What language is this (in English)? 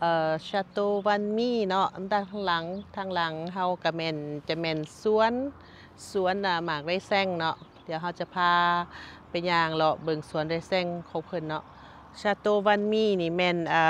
Lao